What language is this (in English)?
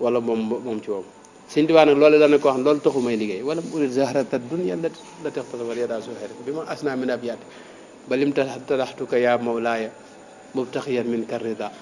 Wolof